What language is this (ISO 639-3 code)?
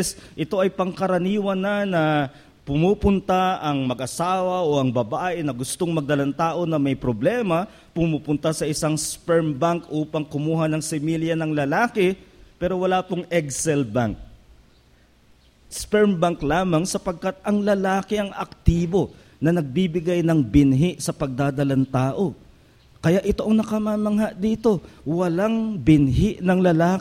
fil